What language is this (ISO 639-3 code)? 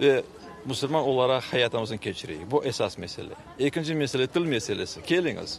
crh